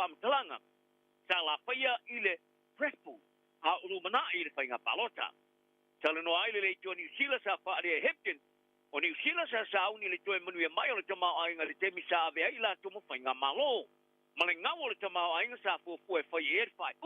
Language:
Samoan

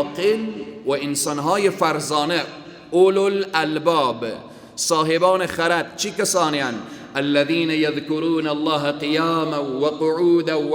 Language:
Persian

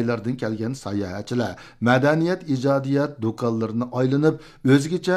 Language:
Uyghur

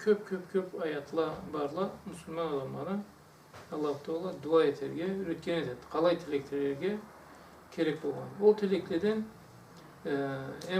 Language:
Karachay-Balkar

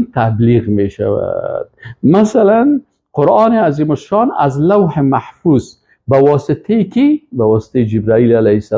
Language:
Persian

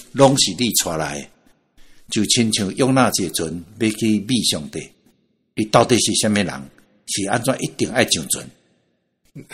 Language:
Min Nan Chinese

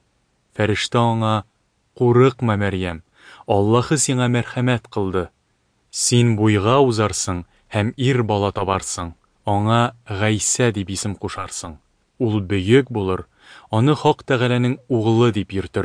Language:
Tatar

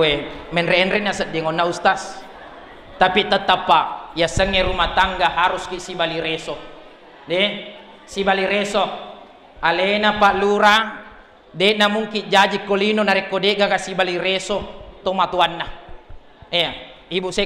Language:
Buginese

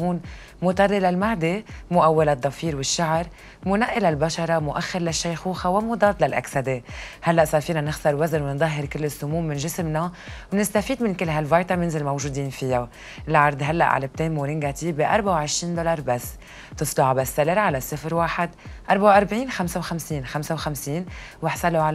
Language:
North Levantine Arabic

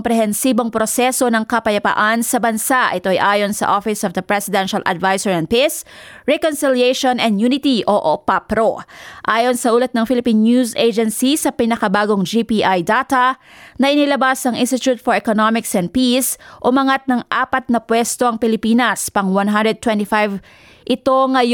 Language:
Filipino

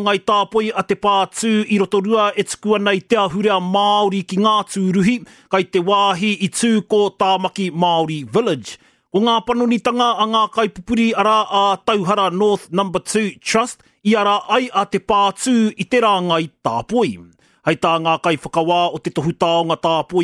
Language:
Māori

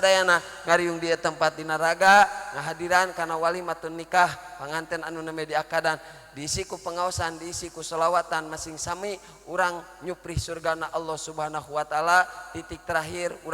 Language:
Sundanese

